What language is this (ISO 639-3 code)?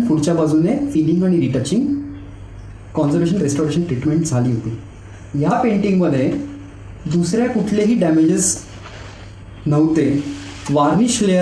mar